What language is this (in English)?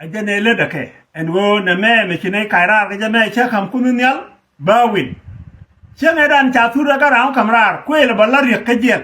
Nuer